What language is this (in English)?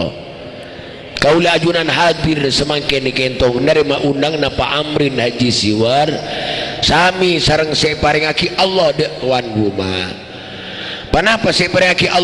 Madurese